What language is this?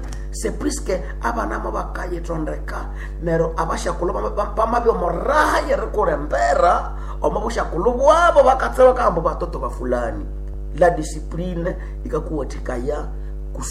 Nande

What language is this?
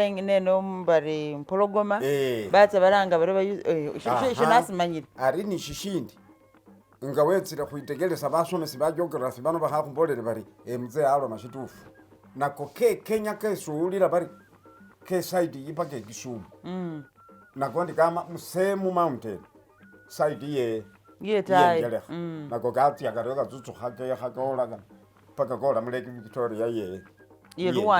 Masaaba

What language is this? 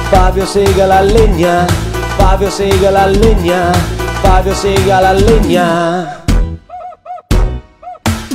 Italian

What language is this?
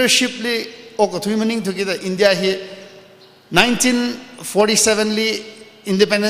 Tangkhul Naga (India)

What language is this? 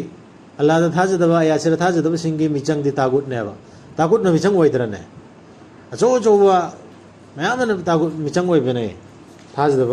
Manipuri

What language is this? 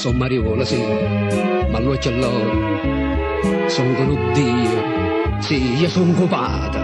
Neapolitan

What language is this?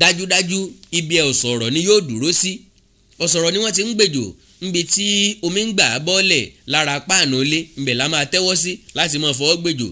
Yoruba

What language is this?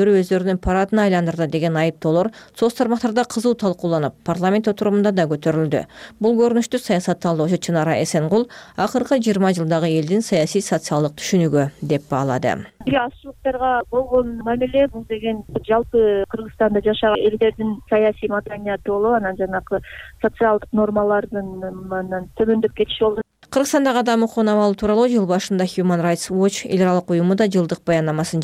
Kyrgyz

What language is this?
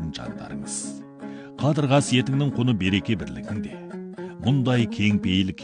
Kazakh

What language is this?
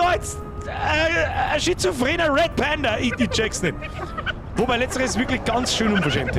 Bavarian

